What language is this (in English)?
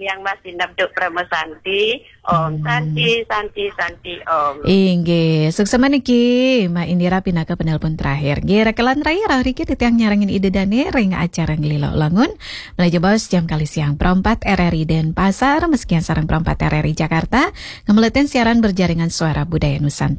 Balinese